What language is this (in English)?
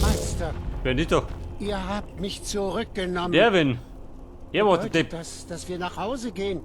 Bavarian